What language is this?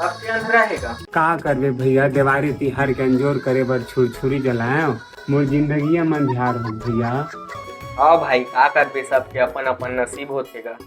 Chhattisgarhi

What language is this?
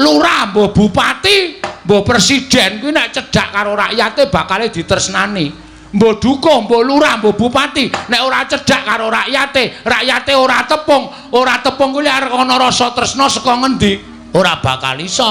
Javanese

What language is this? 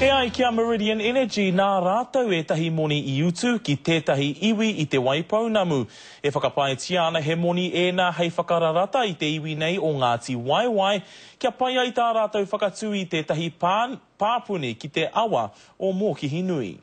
Māori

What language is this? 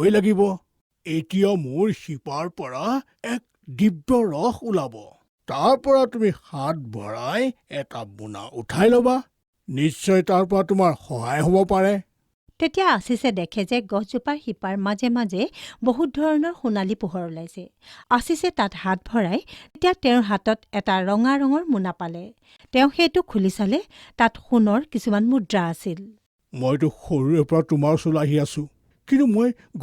Assamese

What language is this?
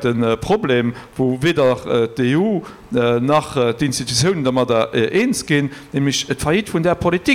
Luxembourgish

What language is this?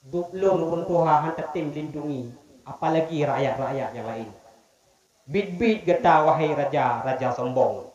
Achinese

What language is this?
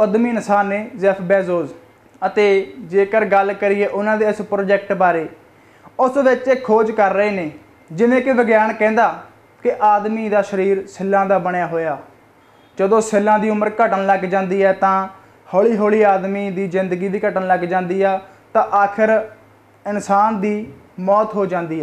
Punjabi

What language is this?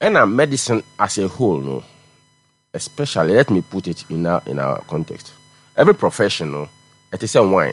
Akan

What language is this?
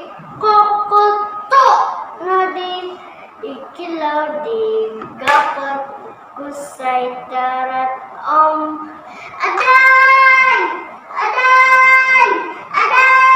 Central Dusun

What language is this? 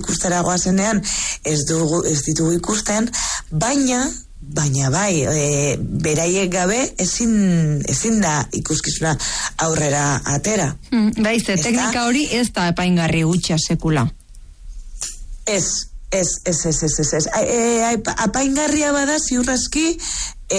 Basque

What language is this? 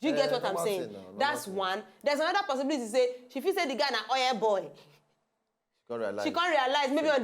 Nigerian Pidgin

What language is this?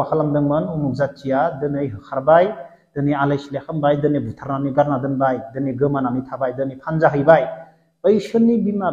Bodo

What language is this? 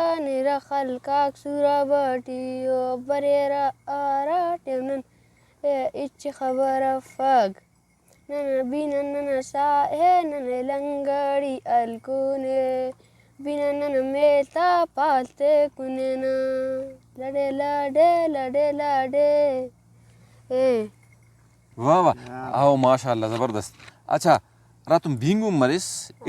Brahui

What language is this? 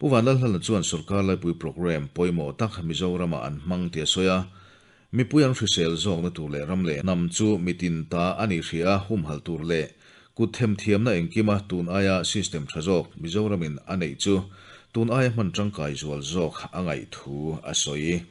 Mizo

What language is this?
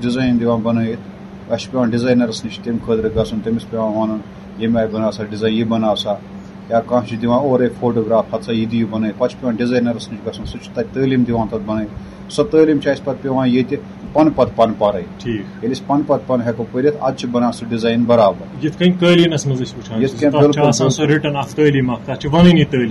Kashmiri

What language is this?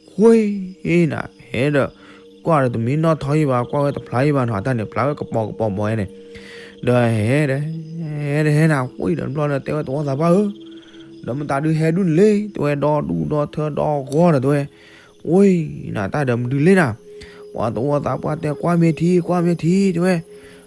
S'gaw Karen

